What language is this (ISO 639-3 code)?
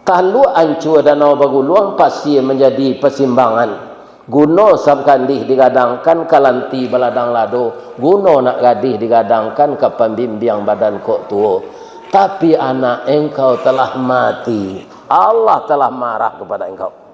min